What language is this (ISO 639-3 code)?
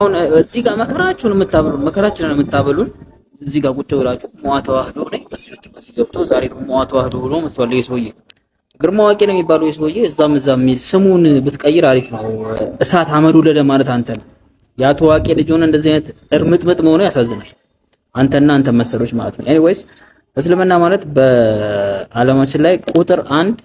amh